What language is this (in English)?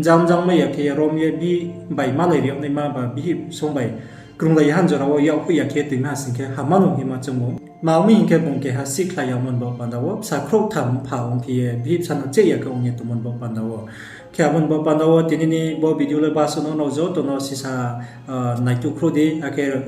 Riang (India)